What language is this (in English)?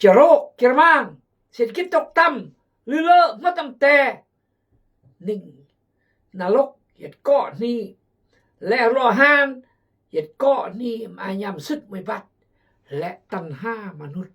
Khmu